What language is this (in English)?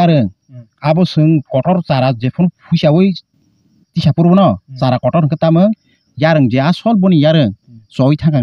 Kok Borok